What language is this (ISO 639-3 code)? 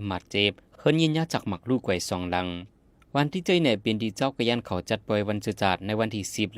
lao